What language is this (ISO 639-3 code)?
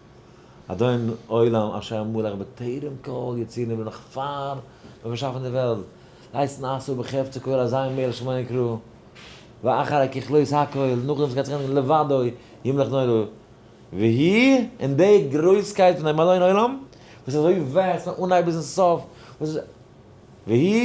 yid